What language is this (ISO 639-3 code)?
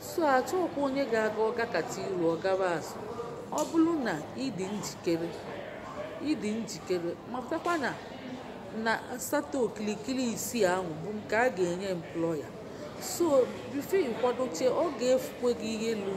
ibo